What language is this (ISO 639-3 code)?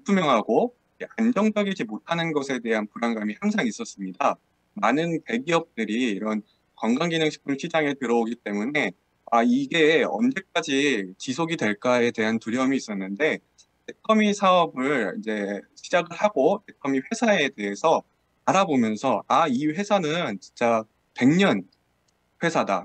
kor